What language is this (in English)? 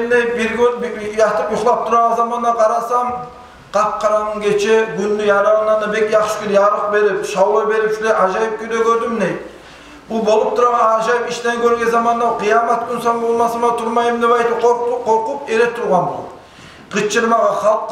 Kumyk